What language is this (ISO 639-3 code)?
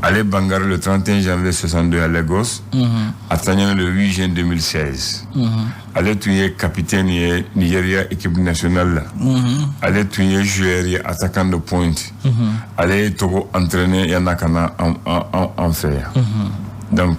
bam